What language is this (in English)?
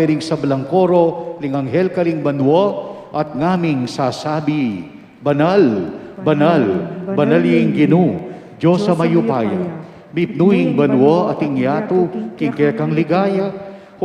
Pampanga